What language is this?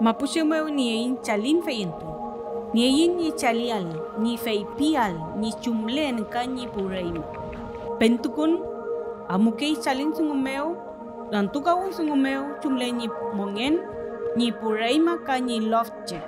Mapuche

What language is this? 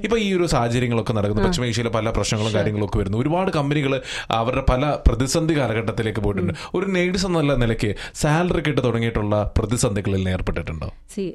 Malayalam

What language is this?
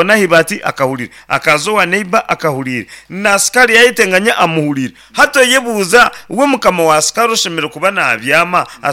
Nyankole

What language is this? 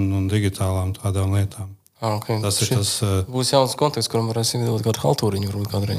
Latvian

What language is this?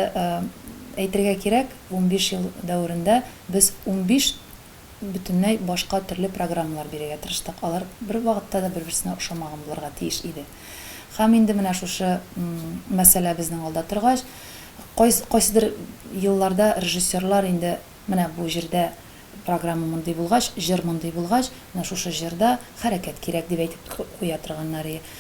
Tatar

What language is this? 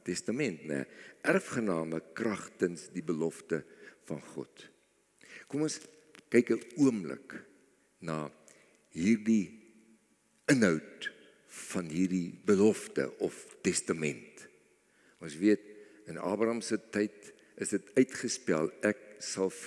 Afrikaans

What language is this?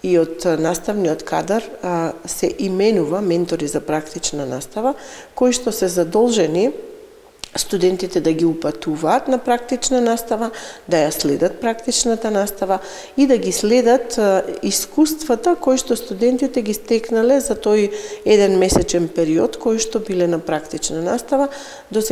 Macedonian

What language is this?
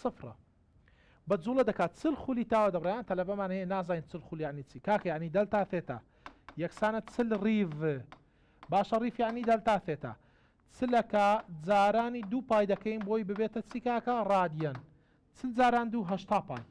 Central Kurdish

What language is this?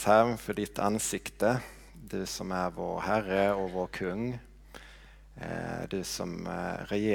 Swedish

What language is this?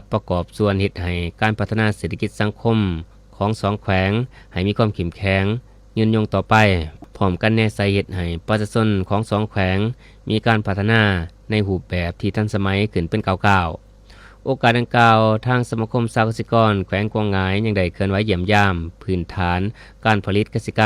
Lao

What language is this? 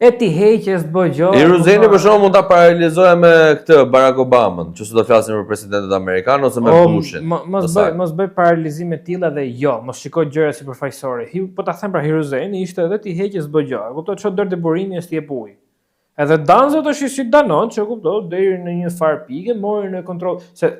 Albanian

